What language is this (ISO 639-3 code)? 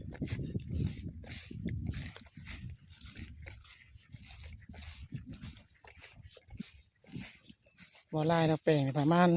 lao